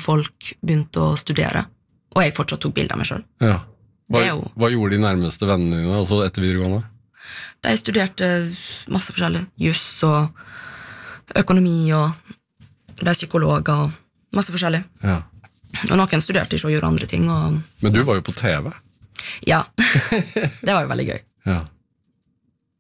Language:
Norwegian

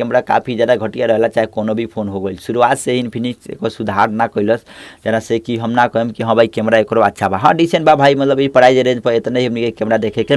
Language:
Bhojpuri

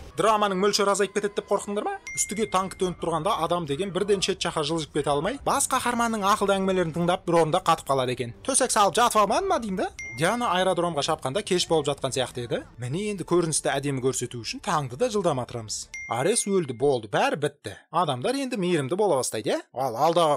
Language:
Kazakh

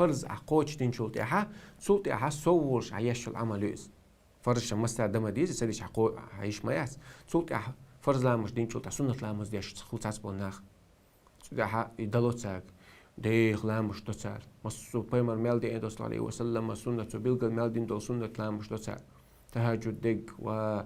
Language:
Chechen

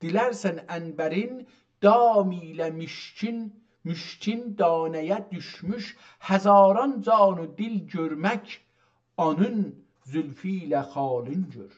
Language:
South Azerbaijani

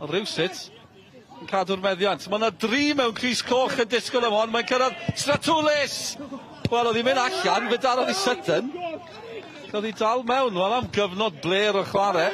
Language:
Welsh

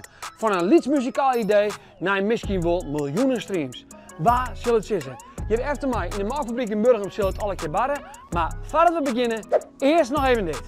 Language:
Western Frisian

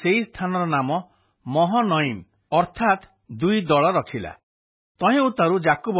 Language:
Odia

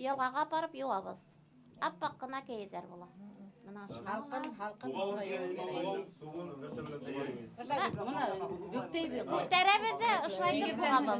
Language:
Bashkir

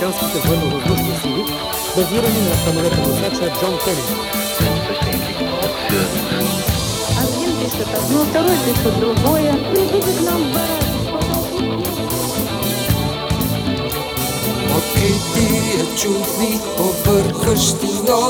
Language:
Bulgarian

